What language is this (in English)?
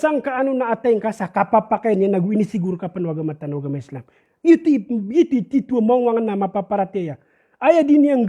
Maranao